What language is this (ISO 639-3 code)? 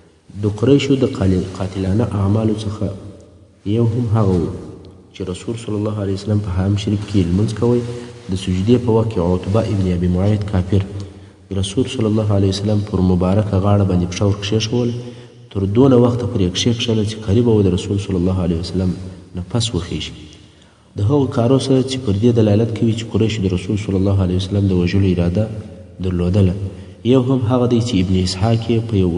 pus